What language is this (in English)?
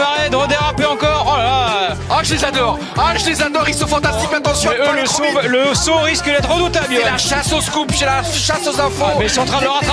French